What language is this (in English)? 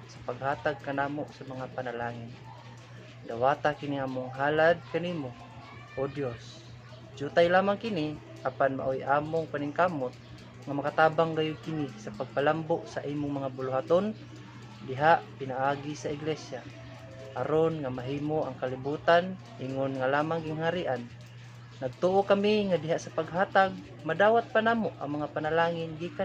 Cebuano